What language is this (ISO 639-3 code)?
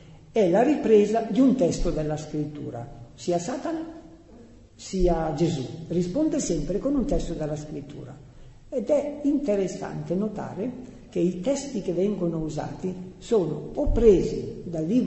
ita